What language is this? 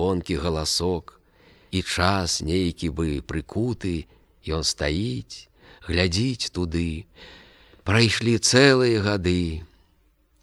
Belarusian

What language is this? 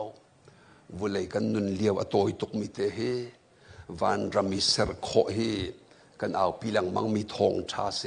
Hakha Chin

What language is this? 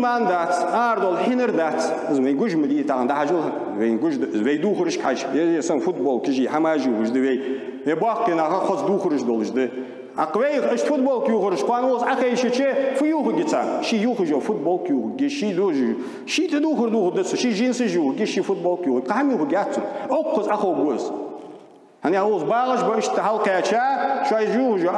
Ingush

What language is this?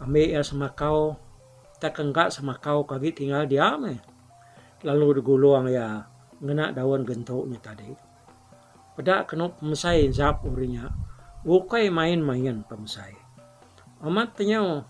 Iban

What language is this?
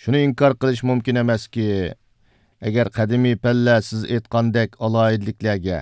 Uyghur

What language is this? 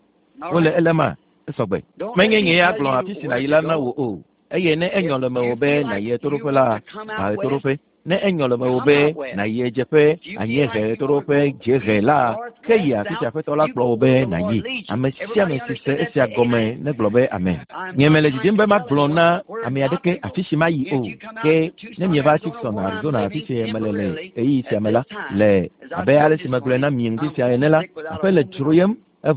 Ewe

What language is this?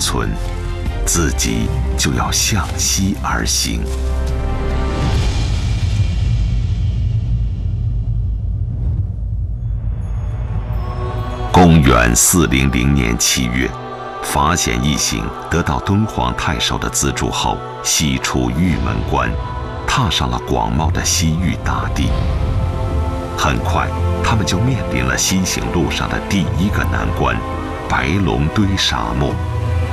Chinese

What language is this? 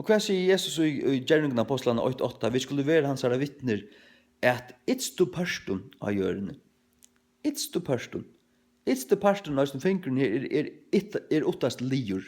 Faroese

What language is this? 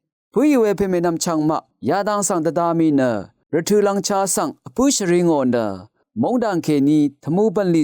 Rawang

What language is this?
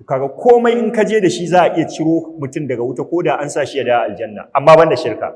Hausa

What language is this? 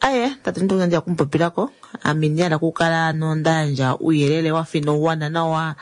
Kuanyama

